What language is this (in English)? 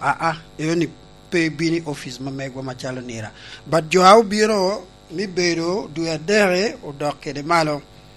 Lango (Uganda)